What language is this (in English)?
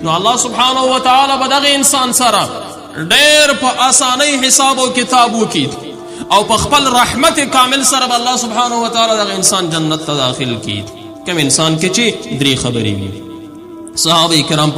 Pashto